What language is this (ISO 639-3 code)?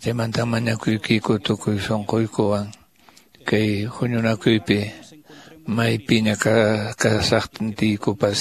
que